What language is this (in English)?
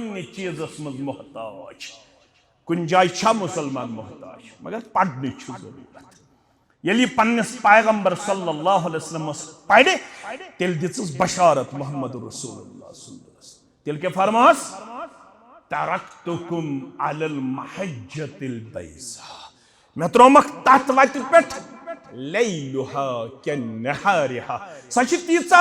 Kashmiri